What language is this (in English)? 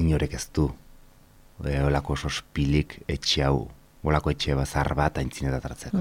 Basque